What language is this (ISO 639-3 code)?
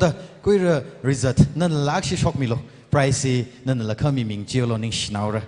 nmf